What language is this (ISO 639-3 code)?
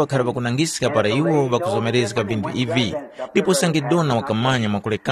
tum